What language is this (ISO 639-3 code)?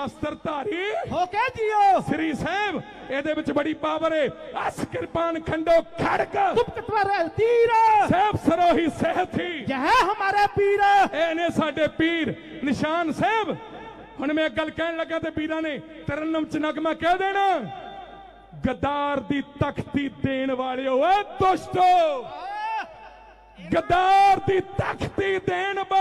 pan